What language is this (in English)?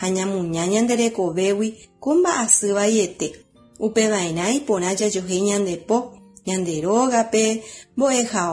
Guarani